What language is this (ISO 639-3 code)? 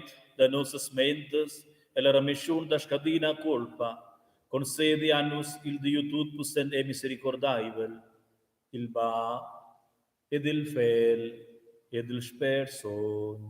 roh